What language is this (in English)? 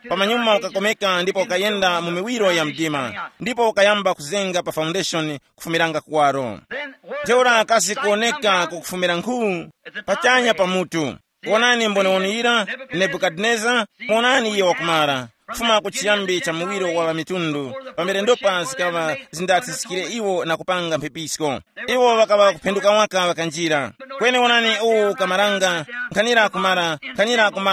Tumbuka